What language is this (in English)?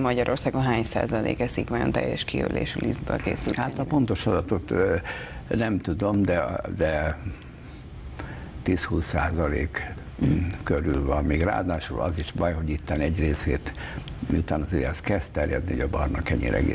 Hungarian